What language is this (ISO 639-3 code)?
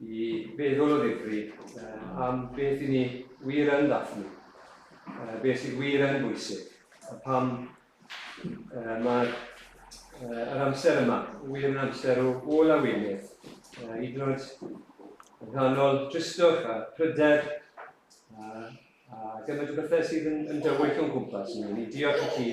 cym